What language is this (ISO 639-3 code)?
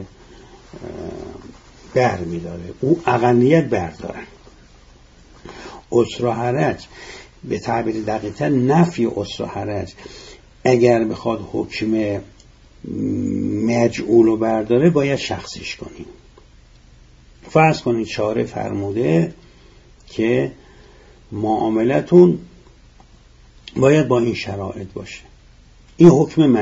fas